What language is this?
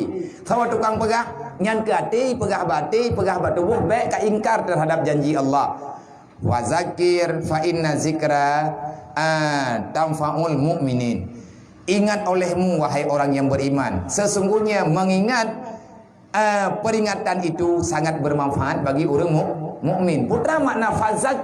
Achinese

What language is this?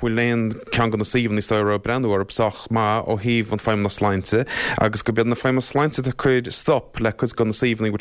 Irish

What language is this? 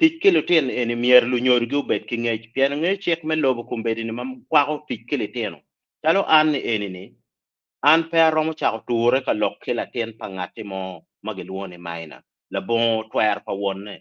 Acoli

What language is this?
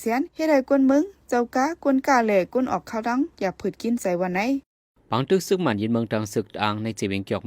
Shan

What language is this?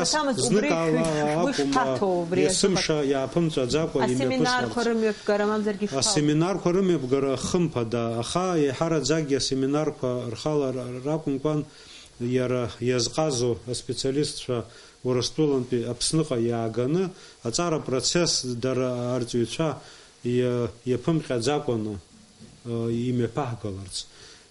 Abkhazian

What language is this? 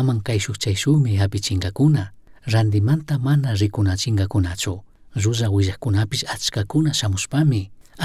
Chimborazo Highland Quichua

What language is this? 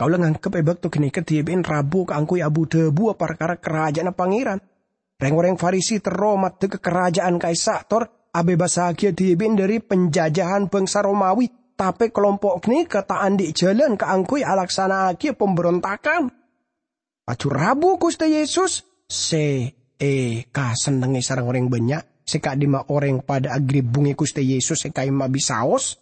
Madurese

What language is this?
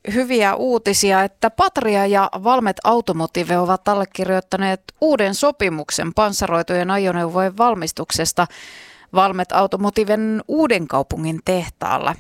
Finnish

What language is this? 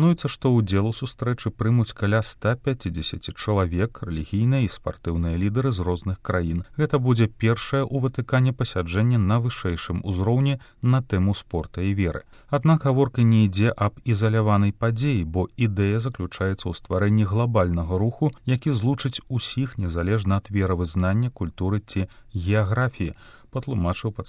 Belarusian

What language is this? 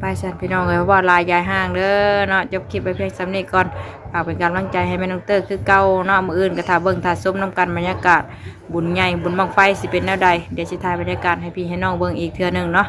Northeastern Thai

